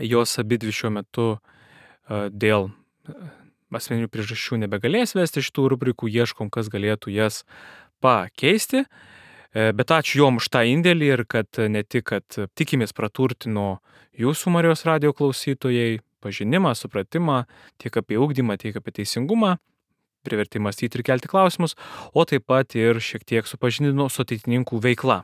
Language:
Lithuanian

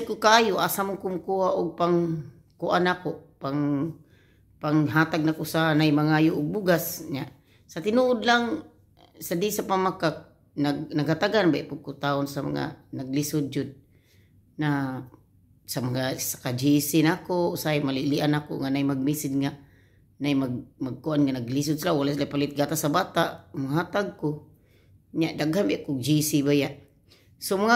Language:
Cebuano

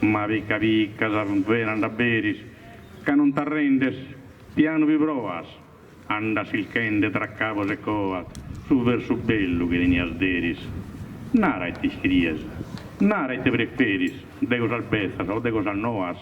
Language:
Sardinian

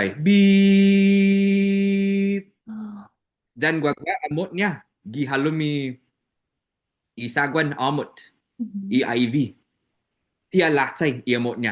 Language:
Chamorro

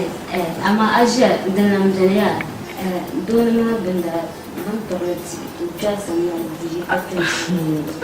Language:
Dagbani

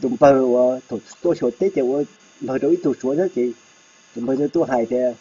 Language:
Hmong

